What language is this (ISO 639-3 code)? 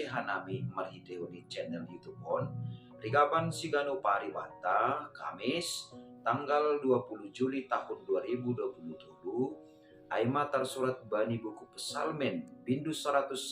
bts